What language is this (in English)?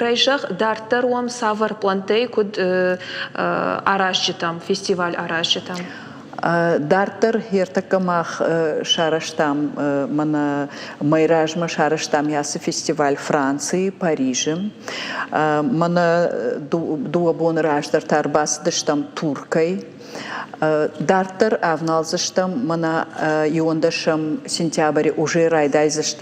Ossetic